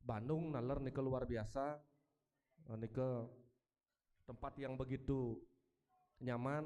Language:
Balinese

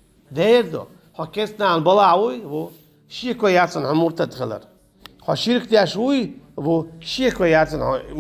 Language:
Chechen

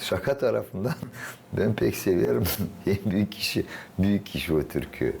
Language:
Gagauz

